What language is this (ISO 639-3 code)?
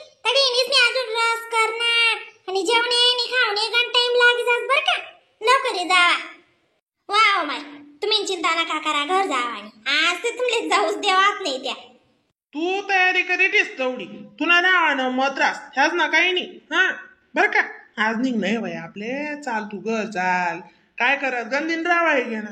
khn